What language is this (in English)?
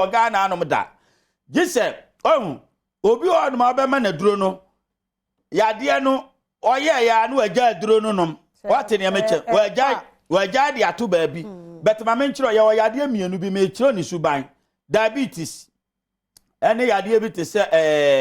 Akan